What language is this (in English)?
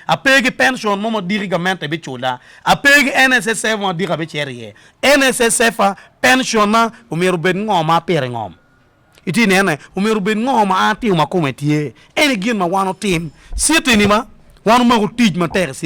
Acoli